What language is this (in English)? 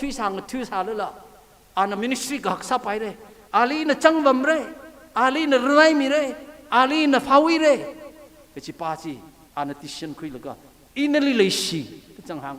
Tangkhul Naga (India)